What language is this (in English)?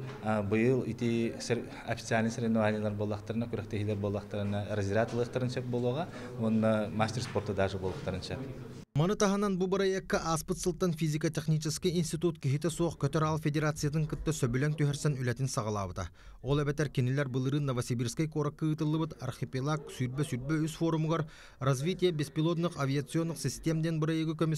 Yakut